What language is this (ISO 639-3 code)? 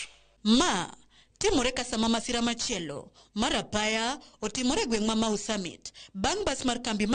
luo